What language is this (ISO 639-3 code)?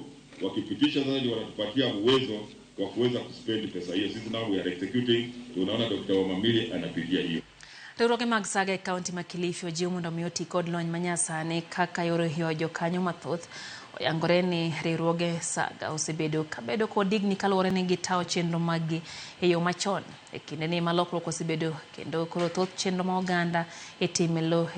luo